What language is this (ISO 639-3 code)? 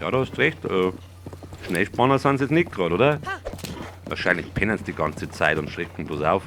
bar